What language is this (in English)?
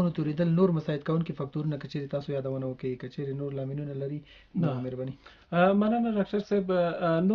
Pashto